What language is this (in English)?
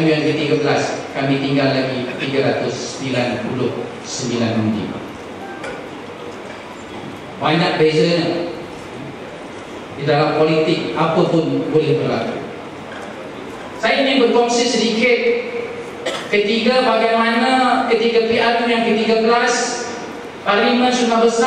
Malay